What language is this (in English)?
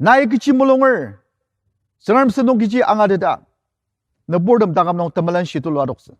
Ao Naga